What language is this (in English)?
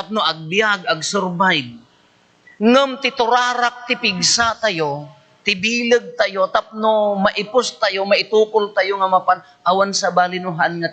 Iloko